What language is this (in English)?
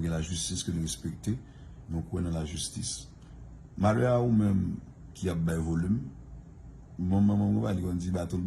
Haitian Creole